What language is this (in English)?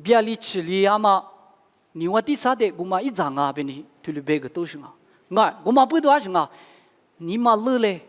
Lisu